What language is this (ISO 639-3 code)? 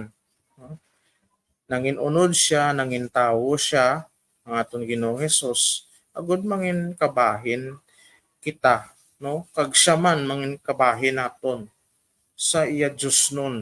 hil